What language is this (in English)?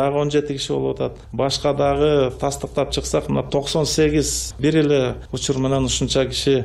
Kyrgyz